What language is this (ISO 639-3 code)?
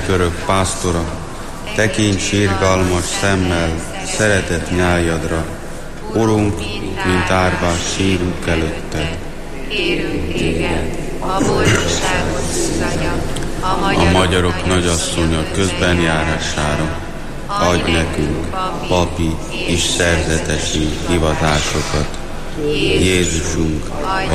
hun